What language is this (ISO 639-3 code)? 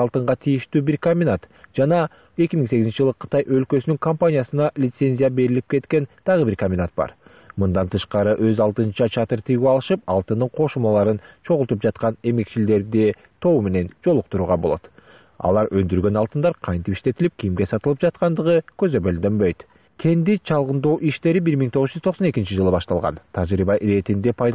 kir